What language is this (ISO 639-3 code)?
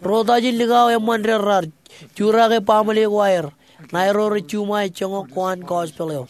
mah